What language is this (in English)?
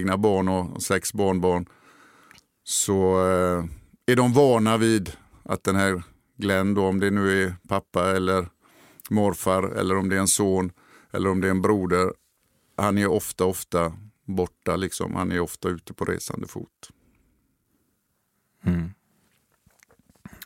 Swedish